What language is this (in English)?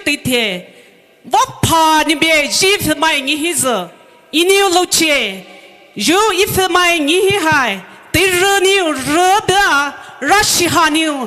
Poumei Naga